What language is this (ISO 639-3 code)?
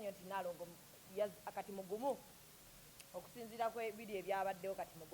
lug